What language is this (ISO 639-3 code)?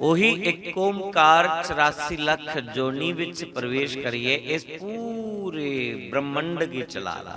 doi